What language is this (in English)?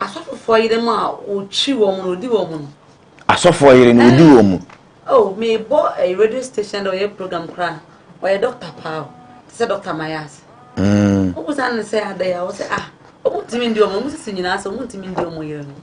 Akan